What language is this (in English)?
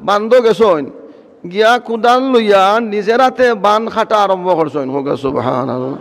Sylheti